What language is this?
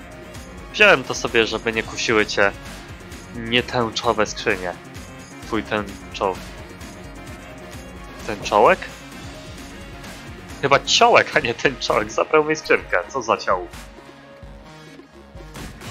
Polish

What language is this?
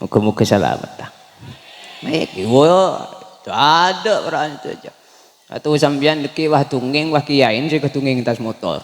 Madurese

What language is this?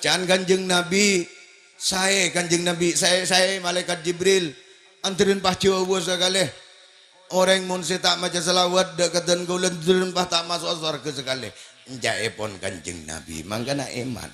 Madurese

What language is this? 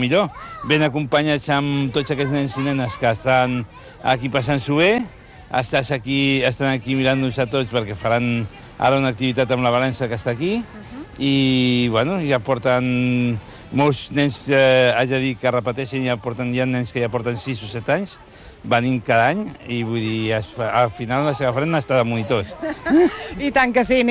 Catalan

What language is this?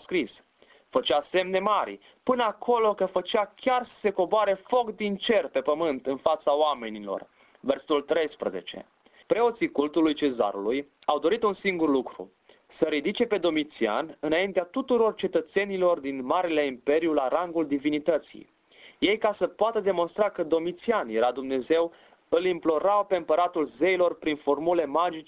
Romanian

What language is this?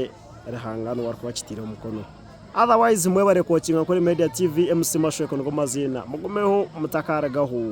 Nyankole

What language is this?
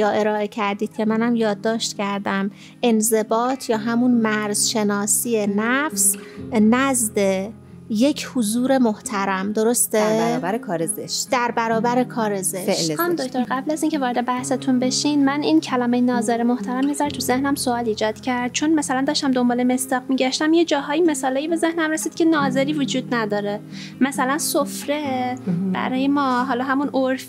Persian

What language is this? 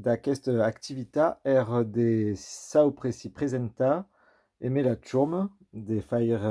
Occitan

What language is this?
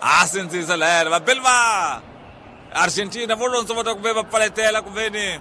Tsonga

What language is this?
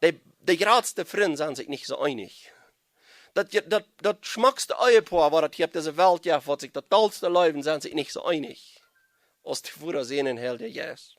Plautdietsch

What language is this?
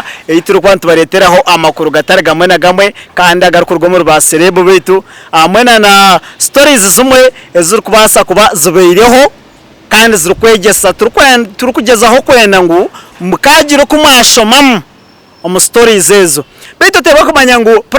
Nyankole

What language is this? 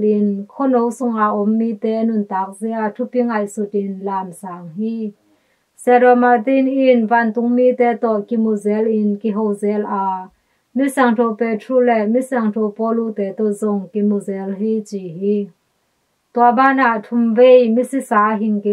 Tedim Chin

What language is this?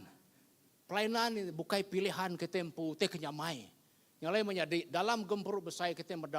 Iban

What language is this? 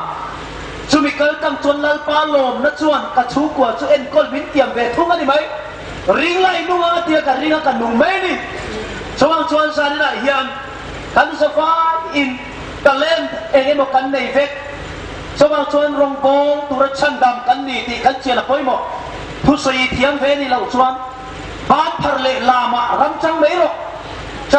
Hmar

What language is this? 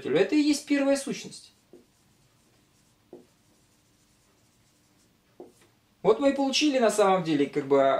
Russian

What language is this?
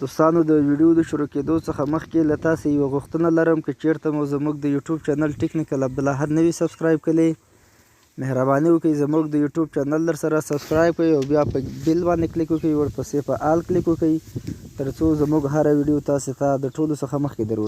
Pashto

